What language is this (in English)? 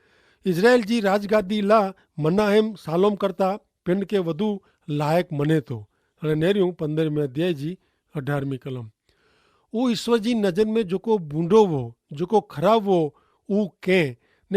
Kachhi